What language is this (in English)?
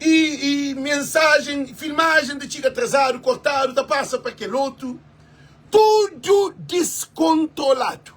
Kabuverdianu